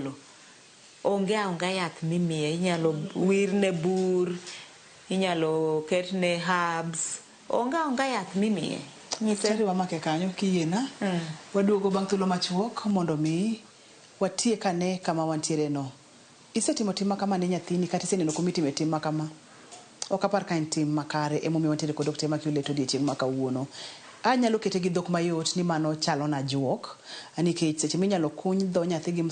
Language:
Luo (Kenya and Tanzania)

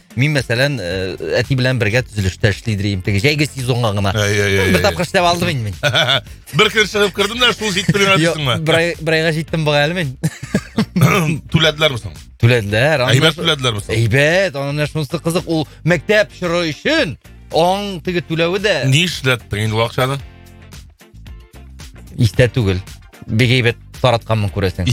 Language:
Tatar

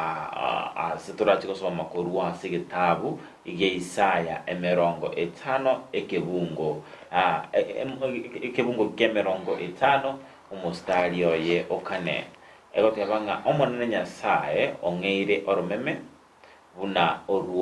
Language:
Gusii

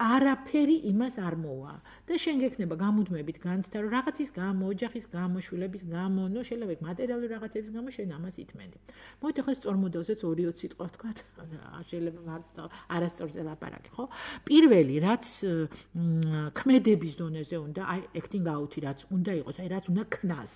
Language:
Georgian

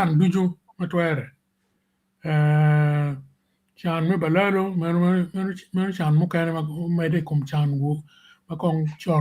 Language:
Acoli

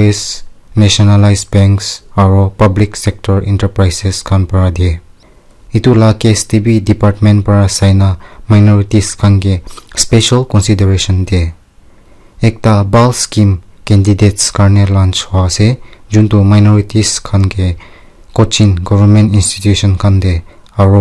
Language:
Naga Pidgin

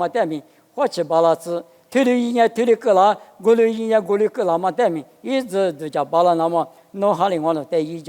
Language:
Lisu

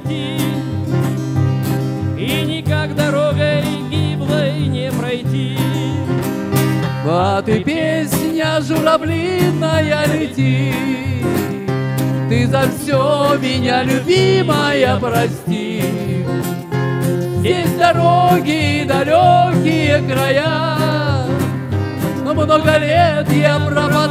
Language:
Russian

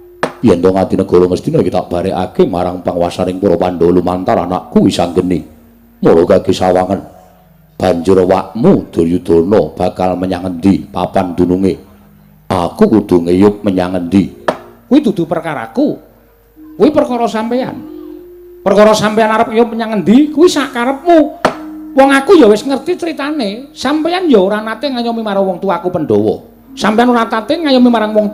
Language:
Javanese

